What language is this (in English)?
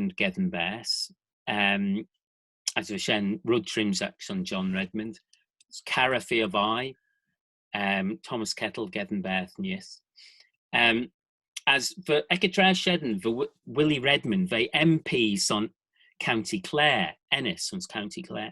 Manx